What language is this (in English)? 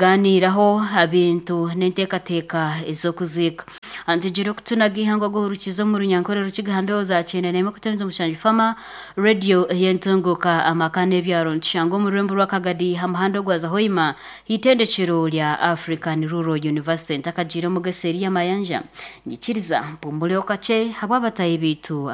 Nyankole